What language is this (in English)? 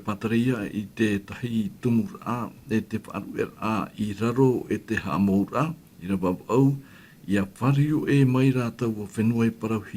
Tahitian